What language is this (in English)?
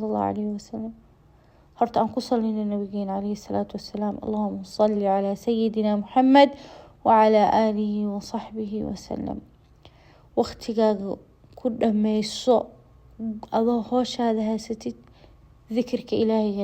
Somali